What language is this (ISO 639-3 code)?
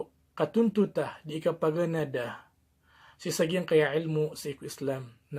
mrw